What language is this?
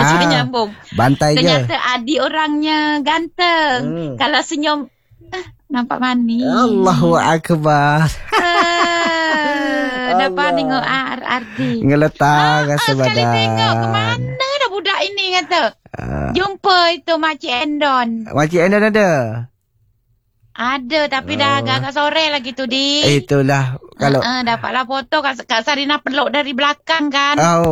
Malay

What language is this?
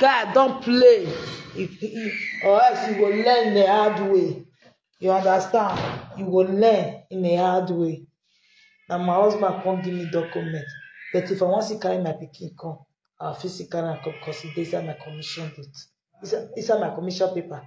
Nigerian Pidgin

